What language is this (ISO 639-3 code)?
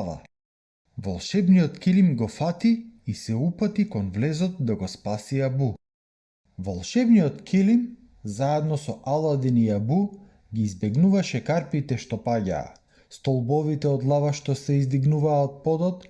mkd